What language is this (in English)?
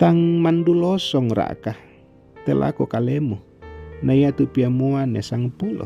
Toraja-Sa'dan